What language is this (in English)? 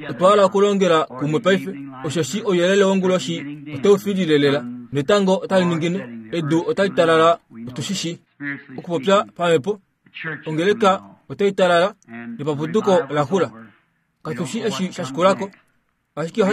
Kuanyama